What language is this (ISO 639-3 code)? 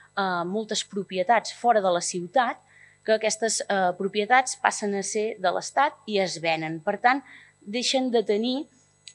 cat